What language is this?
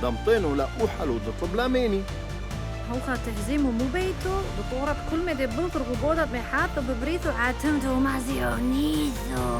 Turoyo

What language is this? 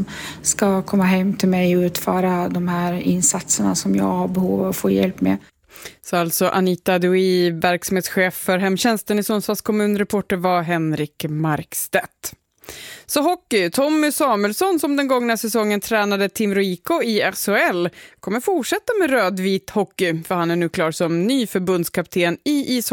Swedish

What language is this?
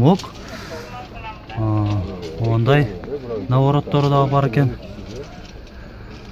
Kyrgyz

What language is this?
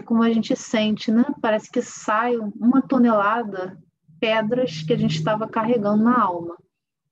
Portuguese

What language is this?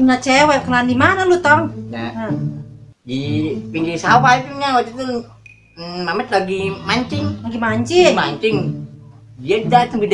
Betawi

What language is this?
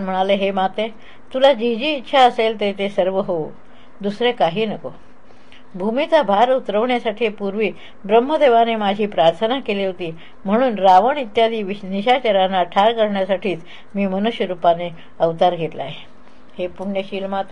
Marathi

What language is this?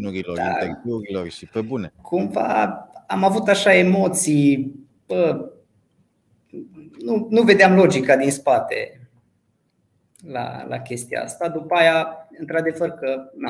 Romanian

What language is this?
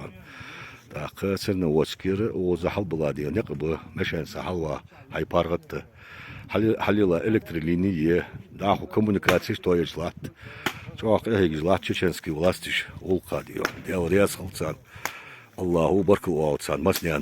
Chechen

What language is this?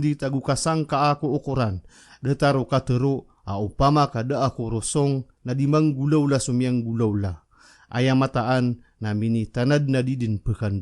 Maranao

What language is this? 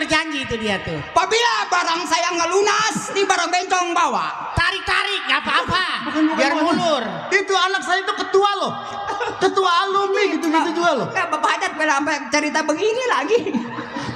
Betawi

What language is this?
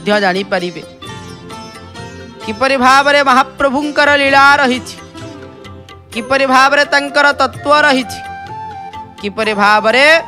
Odia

